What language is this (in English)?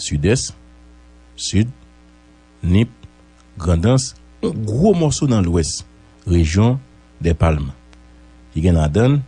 Haitian Creole